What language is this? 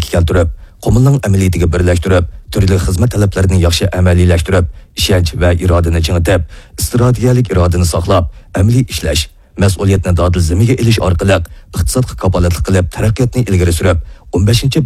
Uyghur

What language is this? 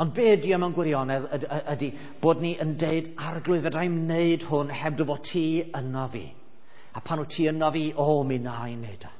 Welsh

